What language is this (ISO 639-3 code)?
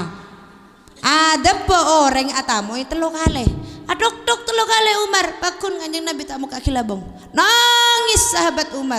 mad